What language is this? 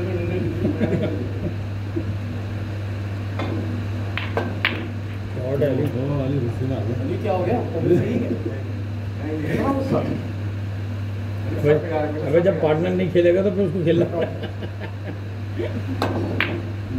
Hindi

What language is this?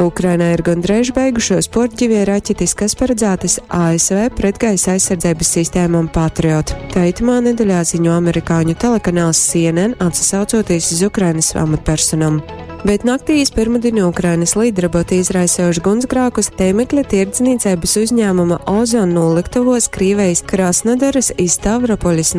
Latgalian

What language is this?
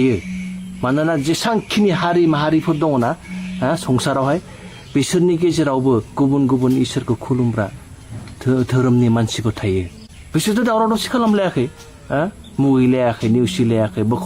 Bodo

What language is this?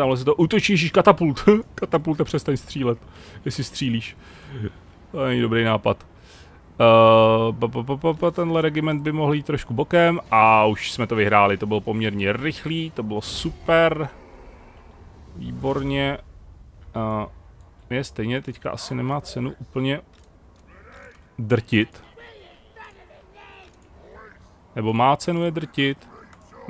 Czech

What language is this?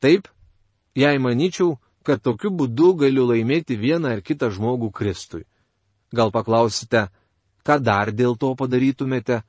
Lithuanian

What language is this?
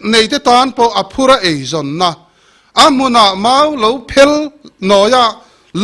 Mizo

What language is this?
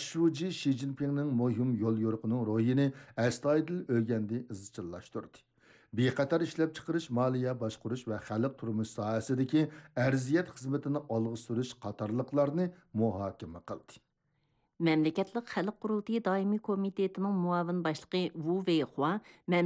Uyghur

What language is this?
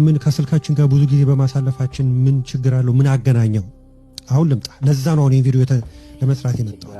Amharic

